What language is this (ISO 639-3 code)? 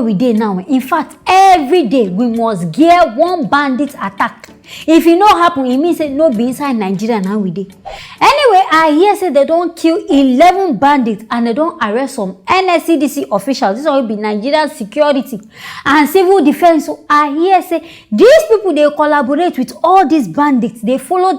pcm